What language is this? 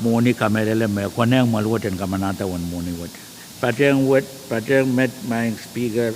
Pohnpeian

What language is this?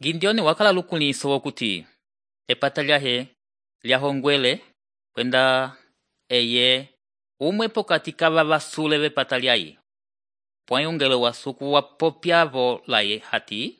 Umbundu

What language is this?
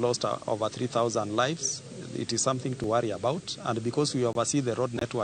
Luo (Kenya and Tanzania)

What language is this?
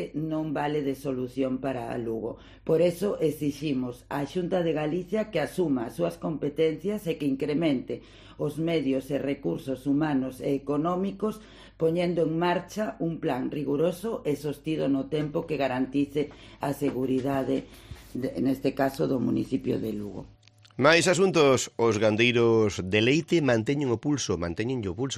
Galician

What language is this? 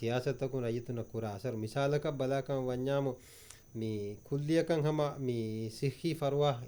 Divehi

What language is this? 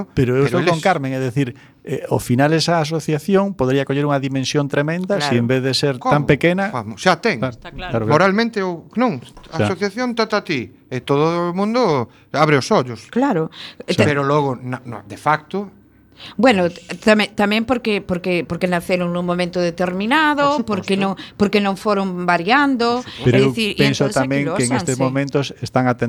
Galician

